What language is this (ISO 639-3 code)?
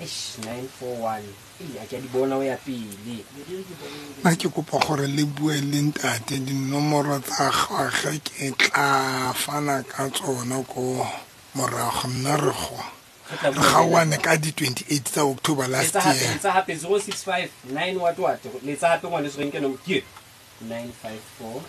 sot